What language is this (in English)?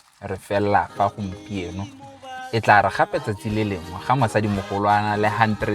Tswana